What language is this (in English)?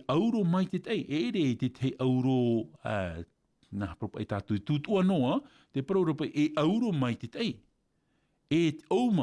Tahitian